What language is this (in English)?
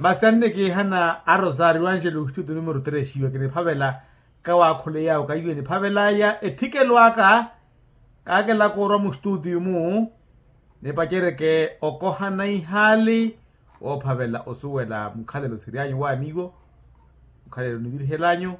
Makhuwa